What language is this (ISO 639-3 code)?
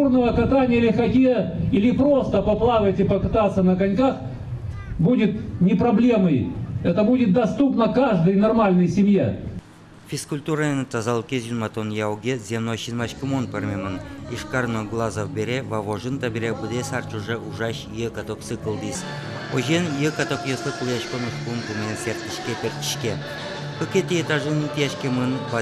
udm